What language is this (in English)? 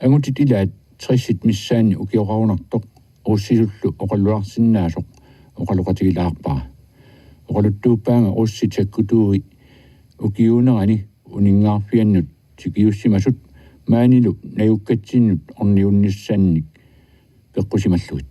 Kalaallisut